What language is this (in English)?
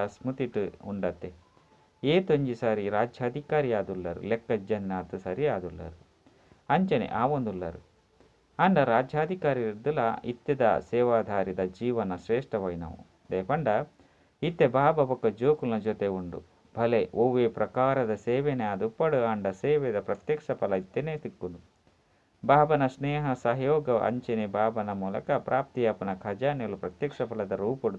Tulu